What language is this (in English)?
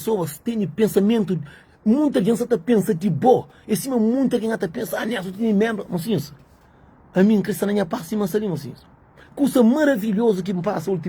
Kabuverdianu